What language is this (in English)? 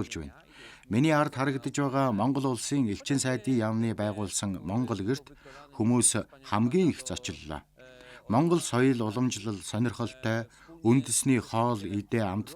Mongolian